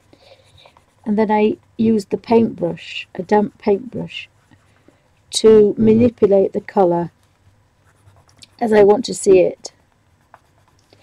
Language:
English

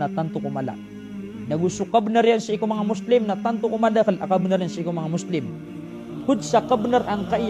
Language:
Maranao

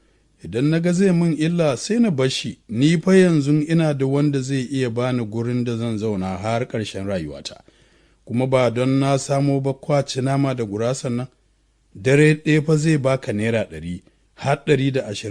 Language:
Hausa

